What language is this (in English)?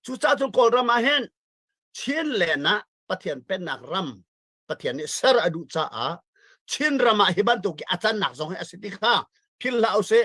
Hakha Chin